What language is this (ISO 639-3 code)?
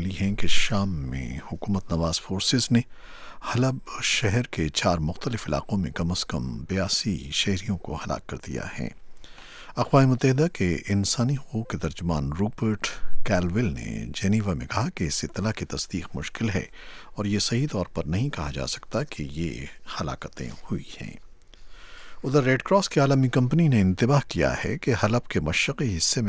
urd